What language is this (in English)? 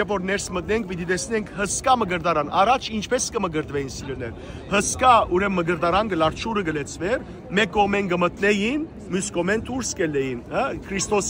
Western Armenian